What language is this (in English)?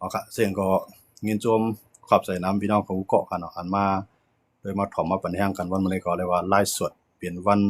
Shan